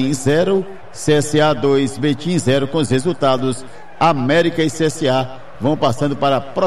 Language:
Portuguese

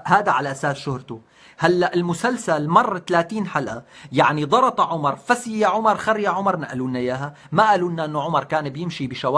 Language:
North Levantine Arabic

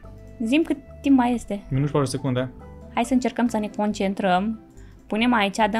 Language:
Romanian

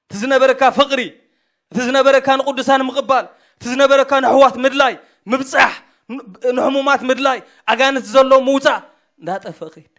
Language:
Tigrinya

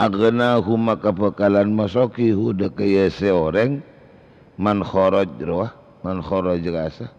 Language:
Madurese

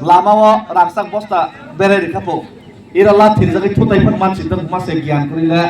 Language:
Kok Borok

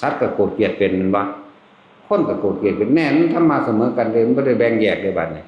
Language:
Northeastern Thai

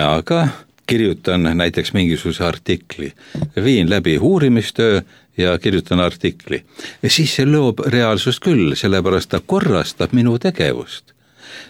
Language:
Estonian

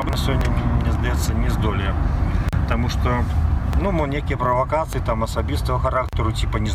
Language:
Belarusian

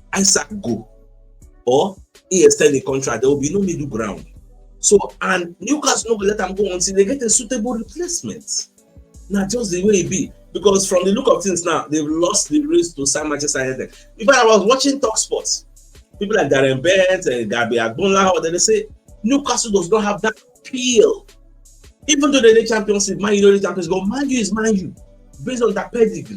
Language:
Nigerian Pidgin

